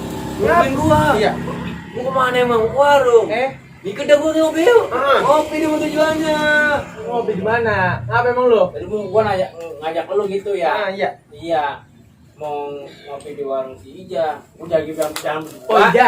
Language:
Betawi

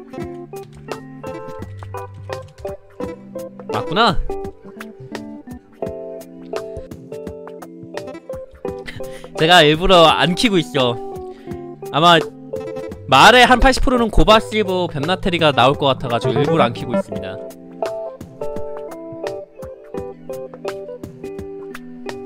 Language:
Korean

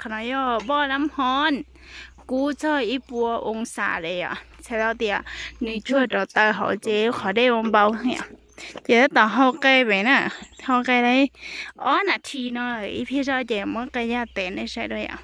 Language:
Hmong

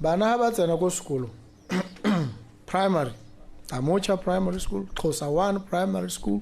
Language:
Tswana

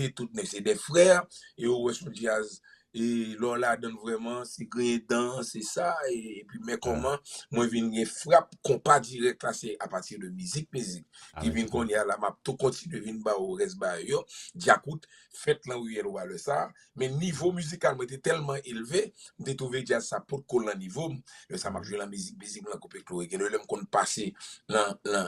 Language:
Haitian Creole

